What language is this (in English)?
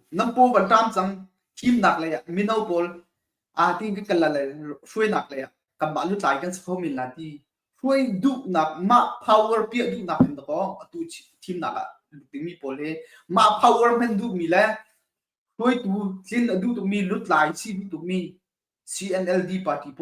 Hakha Chin